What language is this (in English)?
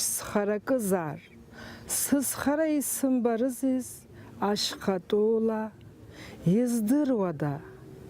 Abkhazian